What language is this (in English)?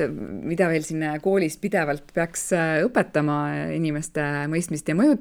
Estonian